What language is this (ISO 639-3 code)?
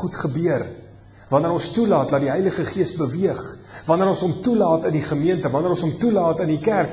afr